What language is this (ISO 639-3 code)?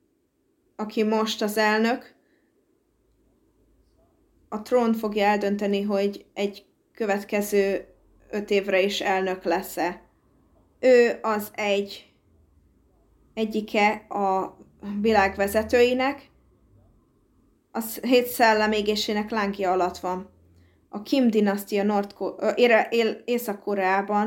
hun